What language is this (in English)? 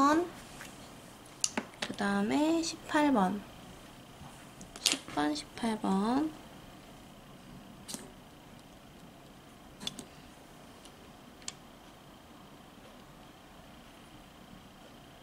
Korean